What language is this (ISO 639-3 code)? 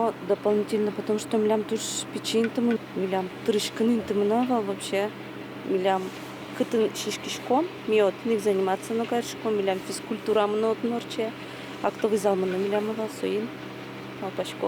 udm